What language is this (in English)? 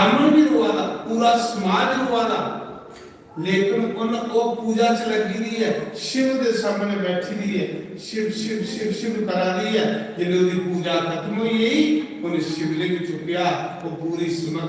Dogri